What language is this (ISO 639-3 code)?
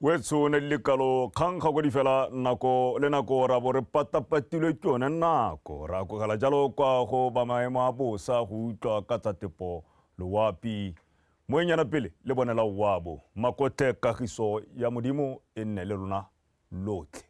tsn